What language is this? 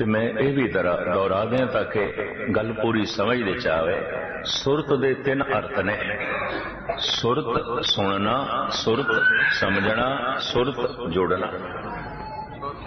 Punjabi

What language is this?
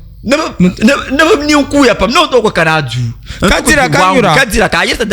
Dagbani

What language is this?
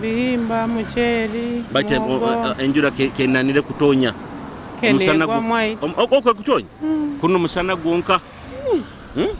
Nyoro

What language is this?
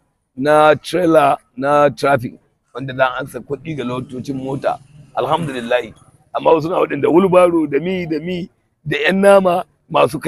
Hausa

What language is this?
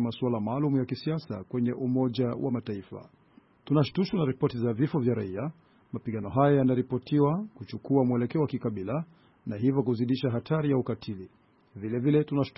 Swahili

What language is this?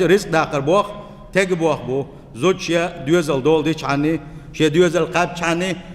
Chechen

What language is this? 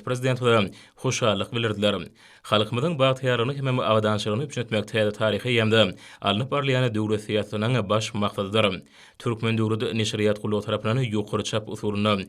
Turkmen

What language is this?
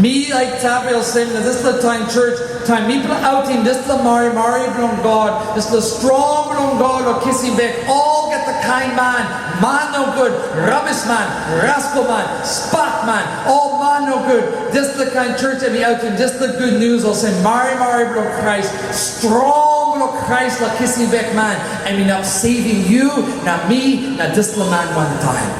Tok Pisin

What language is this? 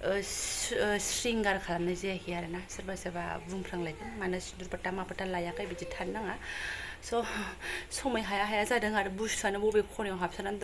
Bodo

